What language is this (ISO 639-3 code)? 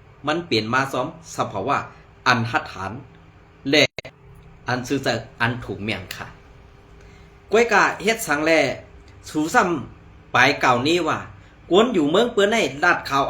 shn